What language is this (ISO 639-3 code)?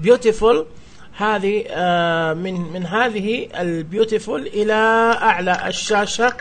ars